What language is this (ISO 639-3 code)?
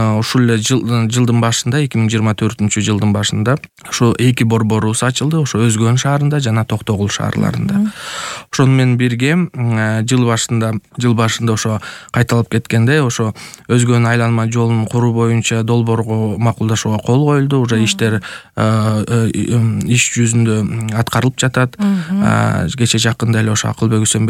kir